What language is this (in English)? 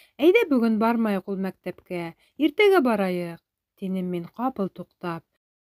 Bashkir